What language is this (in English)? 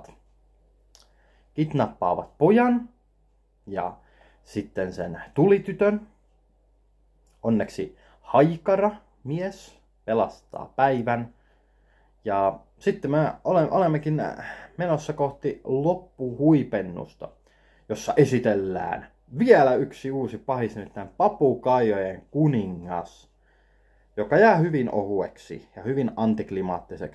Finnish